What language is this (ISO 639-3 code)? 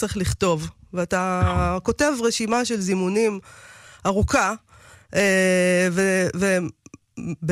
heb